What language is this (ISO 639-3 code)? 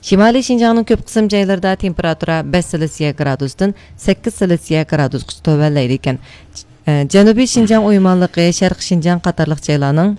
uig